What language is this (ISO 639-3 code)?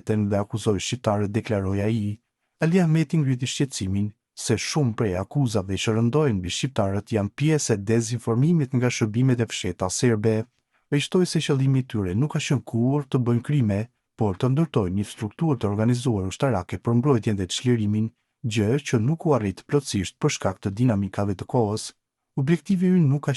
sqi